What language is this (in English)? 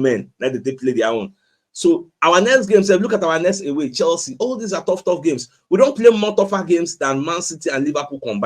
Nigerian Pidgin